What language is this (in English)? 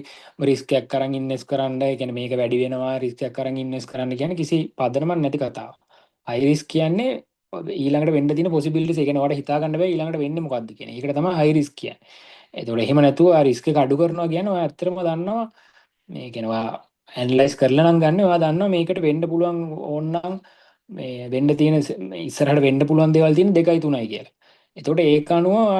Sinhala